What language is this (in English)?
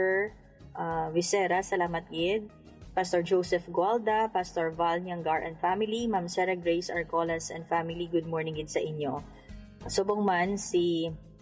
Hiligaynon